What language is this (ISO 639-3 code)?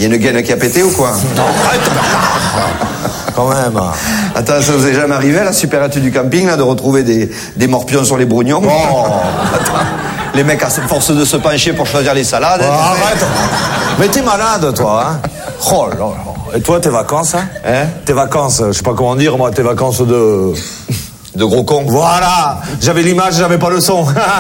fra